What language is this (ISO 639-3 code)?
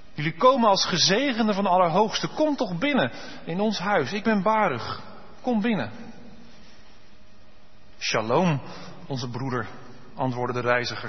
nld